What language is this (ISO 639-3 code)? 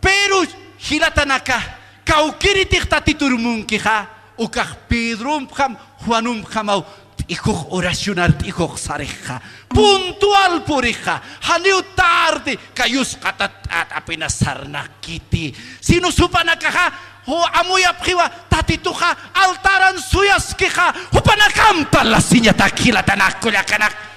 aym